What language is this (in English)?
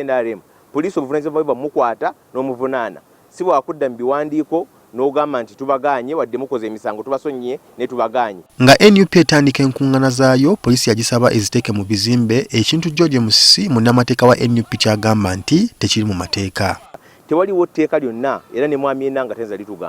Ganda